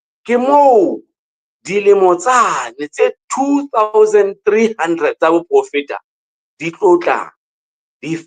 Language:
Southern Sotho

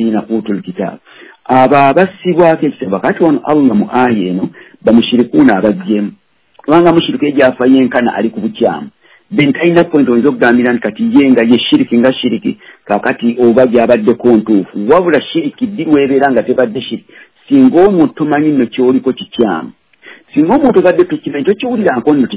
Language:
Ganda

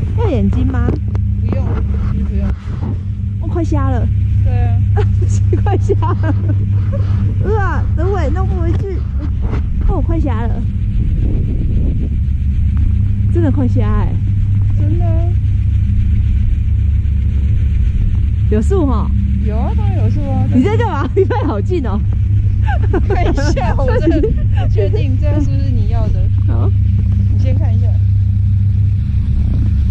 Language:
Chinese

